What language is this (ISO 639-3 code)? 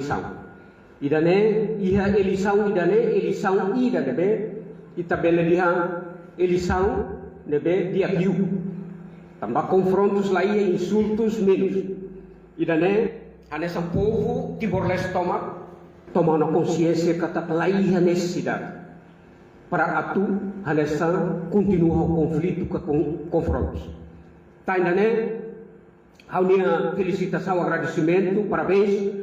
tet